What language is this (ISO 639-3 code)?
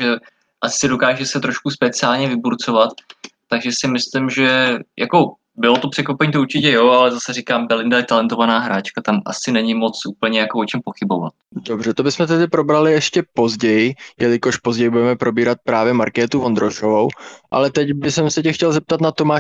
ces